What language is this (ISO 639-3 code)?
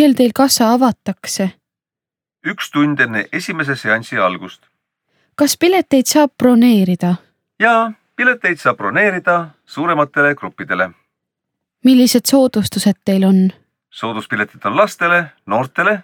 est